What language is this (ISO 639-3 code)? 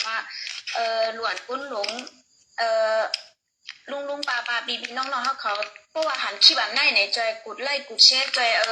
shn